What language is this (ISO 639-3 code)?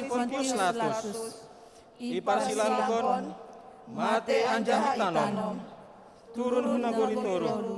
bts